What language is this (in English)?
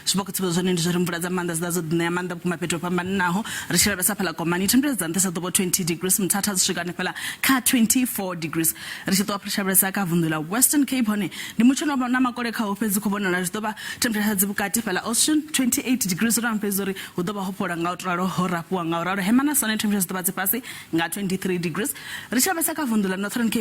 Venda